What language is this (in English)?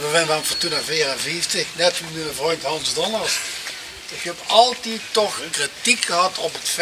Limburgish